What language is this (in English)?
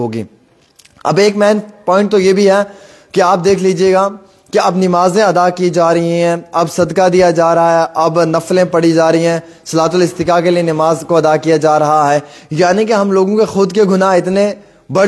Urdu